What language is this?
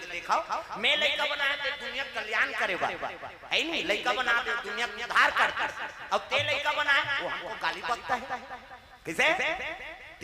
Chhattisgarhi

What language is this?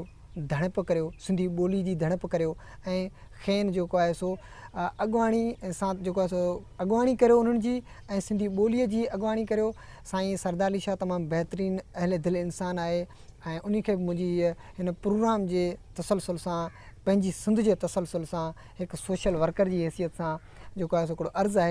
Sindhi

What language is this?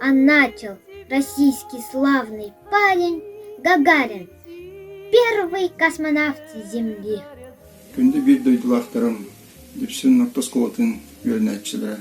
Yakut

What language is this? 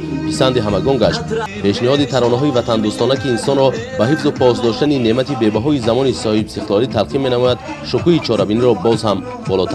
Tajik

